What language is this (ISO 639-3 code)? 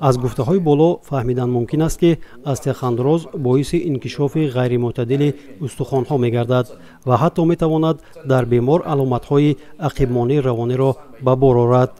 tgk